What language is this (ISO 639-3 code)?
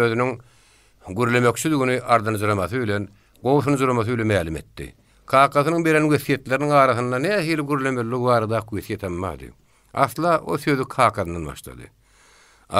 tuk